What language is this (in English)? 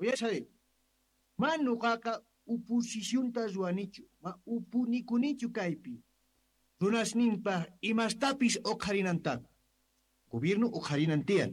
South Bolivian Quechua